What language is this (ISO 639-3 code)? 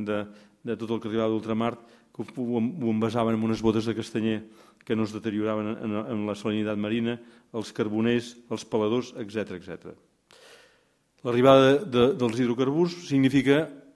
cat